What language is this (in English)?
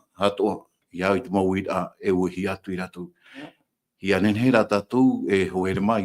Tahitian